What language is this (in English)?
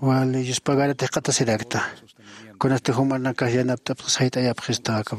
Aymara